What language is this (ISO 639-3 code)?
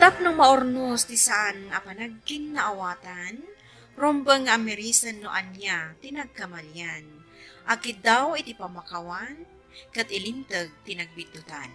ilo